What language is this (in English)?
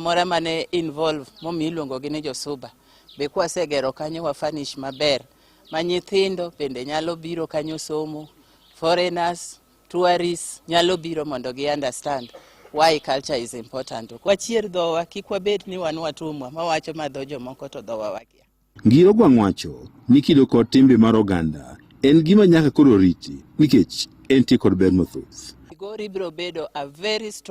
Luo (Kenya and Tanzania)